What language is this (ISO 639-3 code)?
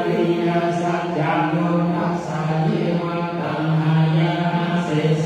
pli